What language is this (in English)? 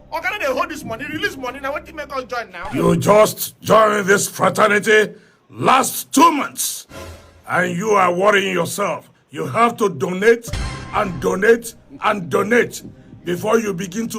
Nigerian Pidgin